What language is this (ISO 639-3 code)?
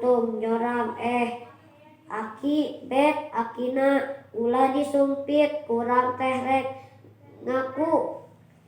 sun